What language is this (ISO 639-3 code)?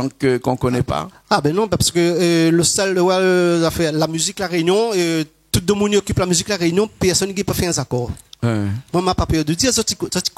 rcf